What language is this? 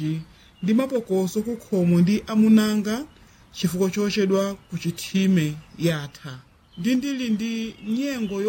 Nyanja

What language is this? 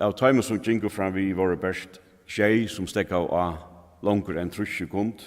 Faroese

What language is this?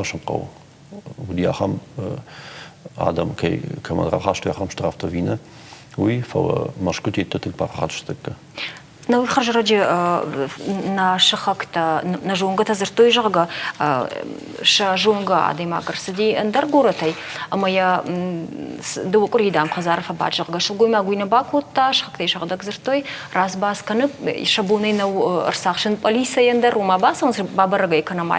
Ossetic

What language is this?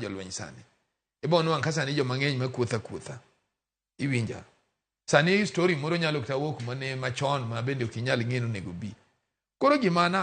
Luo (Kenya and Tanzania)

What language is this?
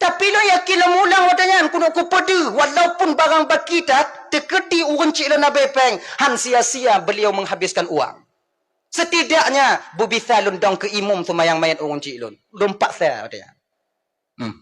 Achinese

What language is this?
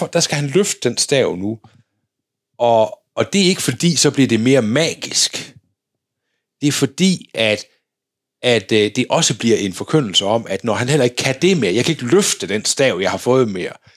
Danish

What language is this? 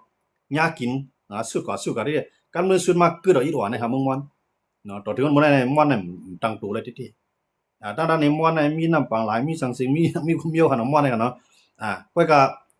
Shan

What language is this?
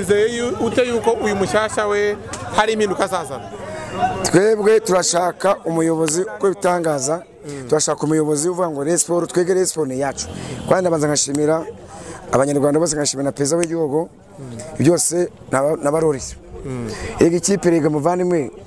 Kinyarwanda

